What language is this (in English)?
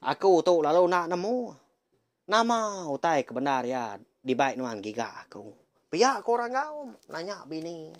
Iban